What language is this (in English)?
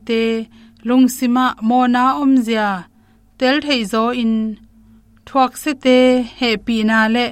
Tedim Chin